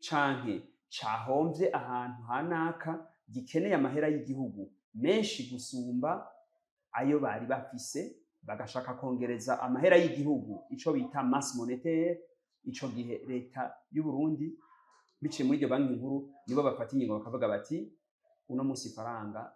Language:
Rundi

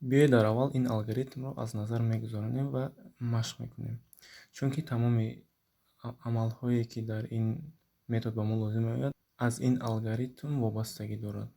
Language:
Tajik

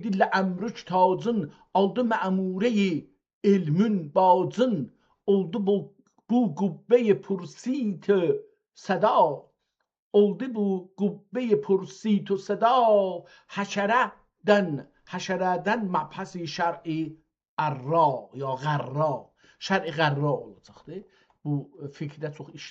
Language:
South Azerbaijani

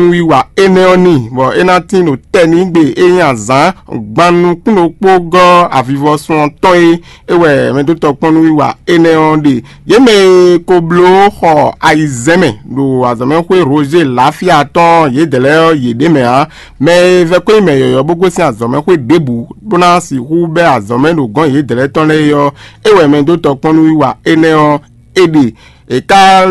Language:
Fon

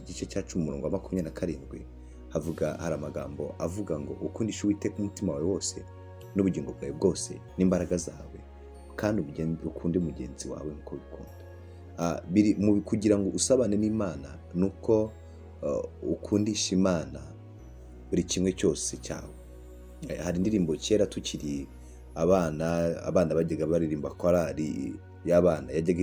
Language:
Kinyarwanda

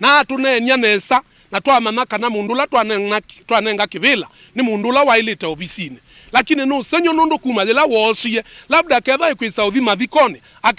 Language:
Kamba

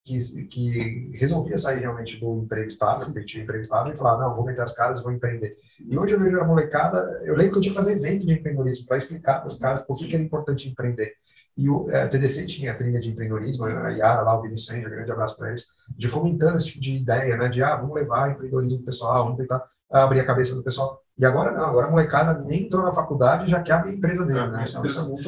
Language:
Portuguese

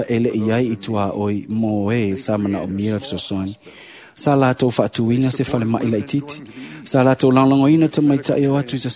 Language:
Samoan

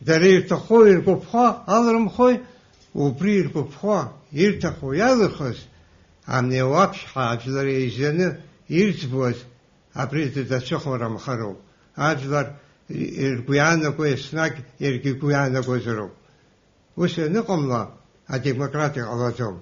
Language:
Abkhazian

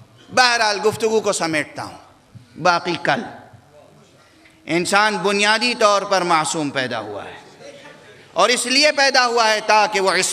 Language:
Urdu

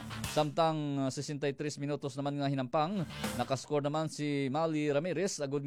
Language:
Hiligaynon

